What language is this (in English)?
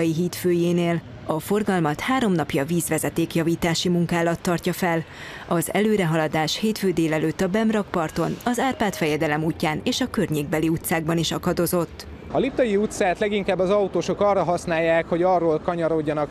Hungarian